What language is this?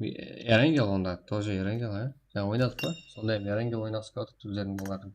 Kara-Kalpak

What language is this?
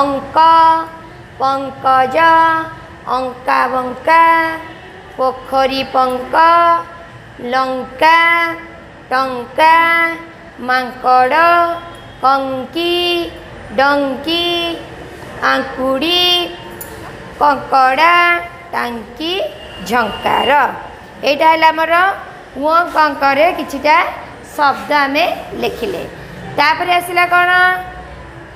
Odia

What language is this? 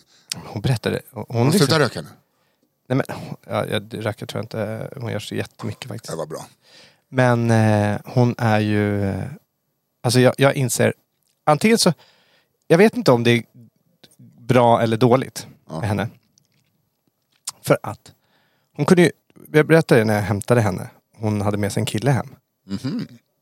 Swedish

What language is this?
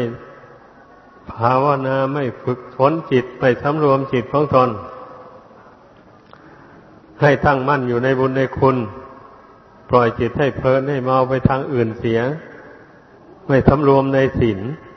Thai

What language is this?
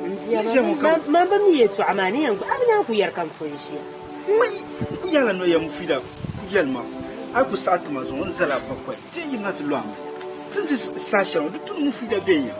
Dagbani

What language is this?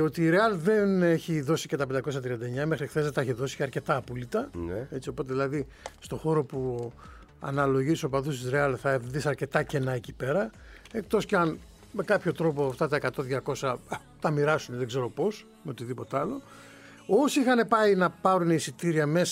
Greek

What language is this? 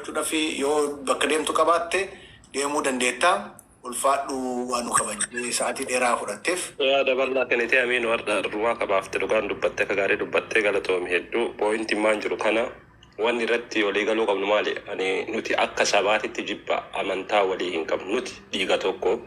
Oromo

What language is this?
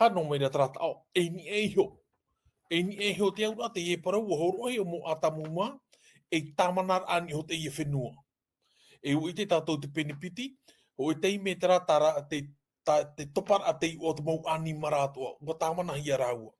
Tahitian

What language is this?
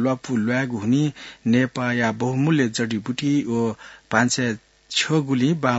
Newari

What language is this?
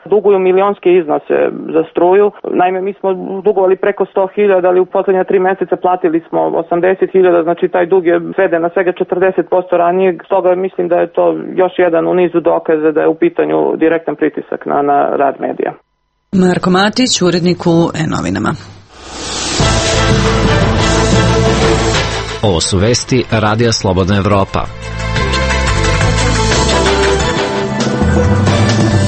Serbian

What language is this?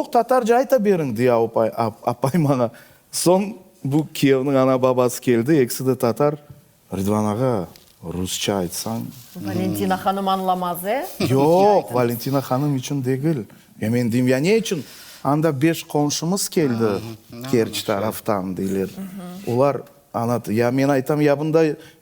Crimean Tatar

